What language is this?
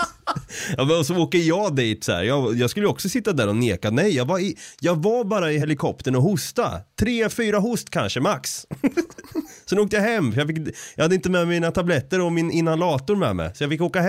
Swedish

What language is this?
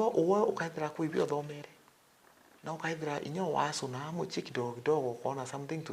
Meru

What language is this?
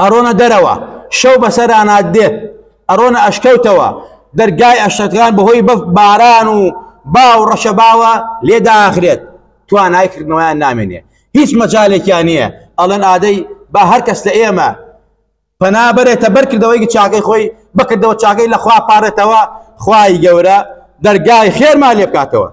Central Kurdish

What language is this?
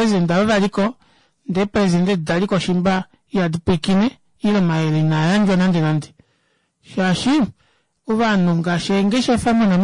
Kuanyama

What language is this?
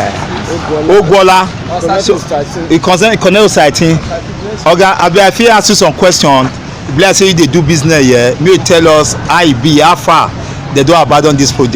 Nigerian Pidgin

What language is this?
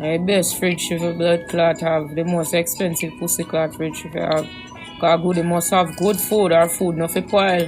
Jamaican Creole English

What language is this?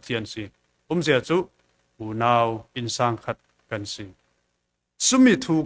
Falam Chin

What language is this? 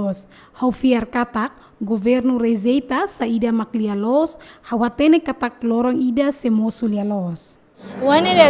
Tetum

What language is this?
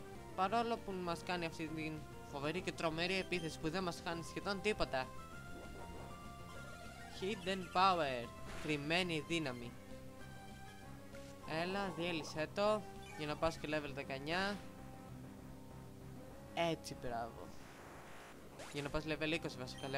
Greek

